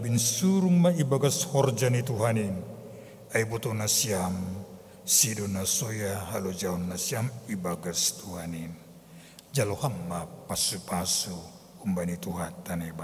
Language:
Batak Simalungun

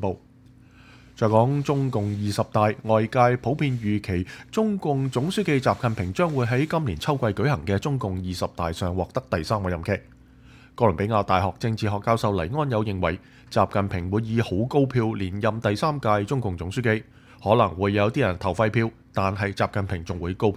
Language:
Cantonese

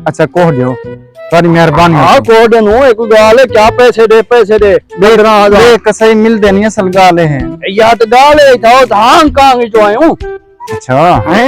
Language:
Saraiki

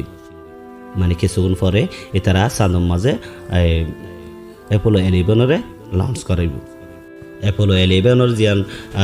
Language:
Rohingya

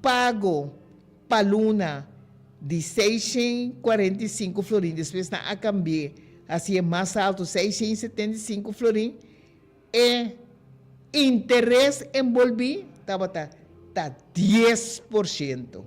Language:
Papiamento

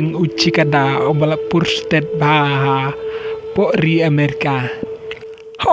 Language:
Khasi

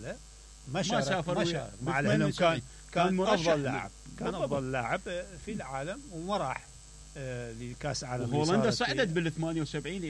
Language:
Mesopotamian Arabic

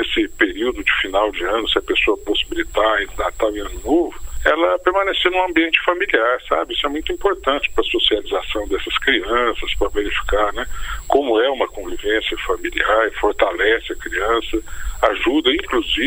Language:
Portuguese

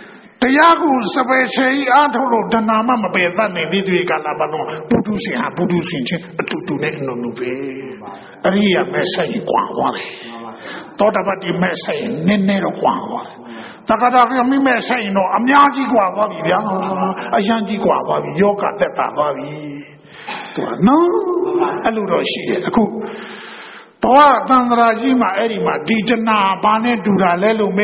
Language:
Burmese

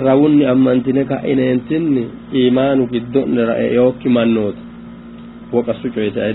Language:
Sidamo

